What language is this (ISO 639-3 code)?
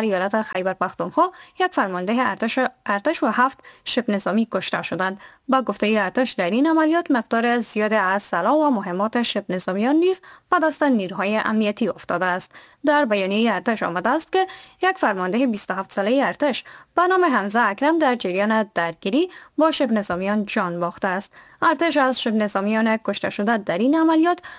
fas